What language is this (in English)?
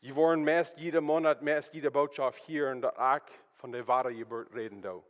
Plautdietsch